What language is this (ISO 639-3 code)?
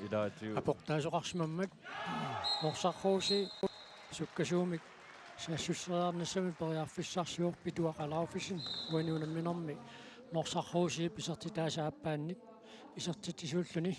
kal